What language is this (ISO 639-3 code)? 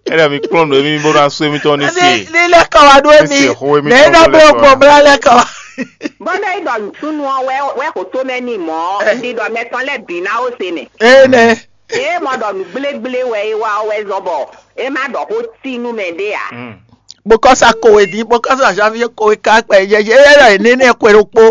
fon